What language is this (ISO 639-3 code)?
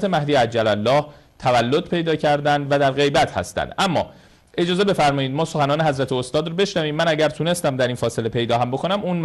fas